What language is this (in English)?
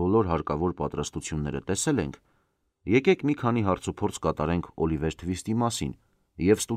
Armenian